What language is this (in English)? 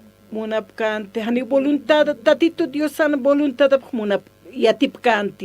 Aymara